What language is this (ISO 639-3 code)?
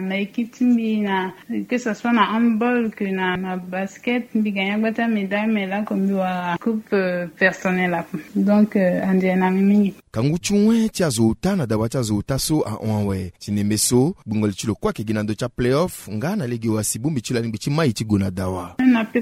sag